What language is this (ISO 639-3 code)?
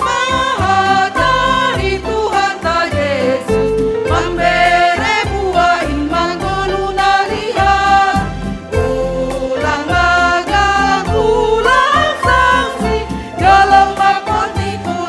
bts